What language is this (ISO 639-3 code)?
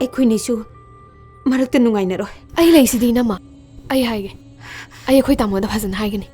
mni